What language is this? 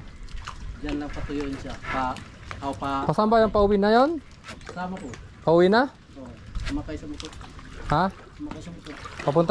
Filipino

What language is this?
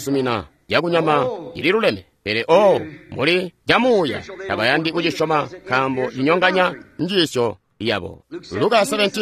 Tonga (Zambia)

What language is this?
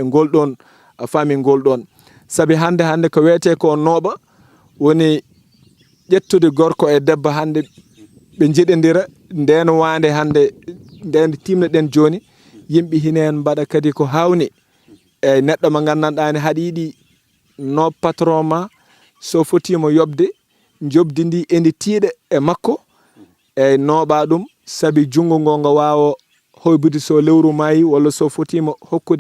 Fula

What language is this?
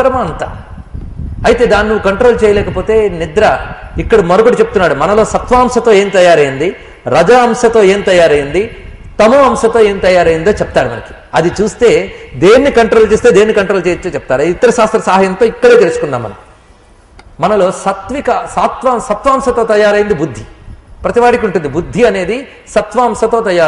Telugu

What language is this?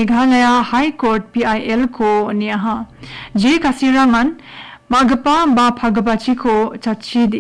Garo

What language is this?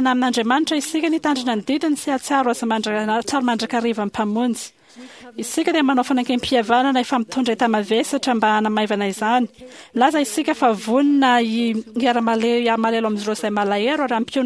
Malagasy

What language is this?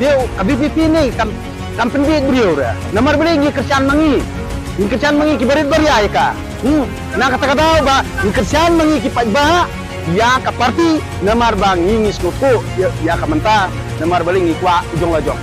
Khasi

